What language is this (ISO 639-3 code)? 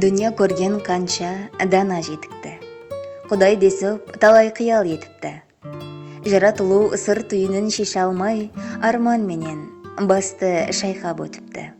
kaa